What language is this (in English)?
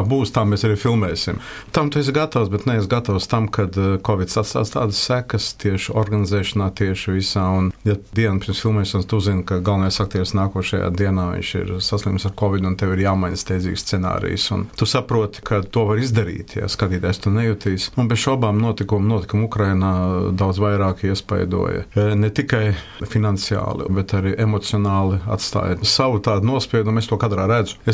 Latvian